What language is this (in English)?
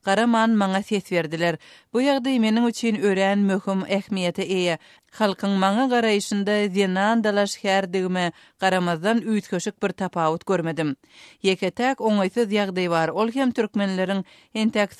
Turkmen